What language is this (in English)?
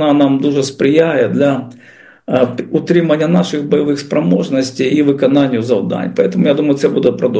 Ukrainian